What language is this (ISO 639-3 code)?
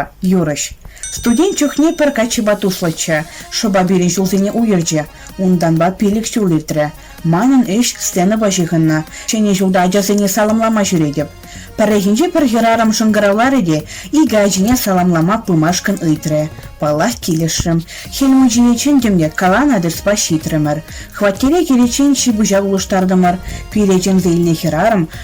chv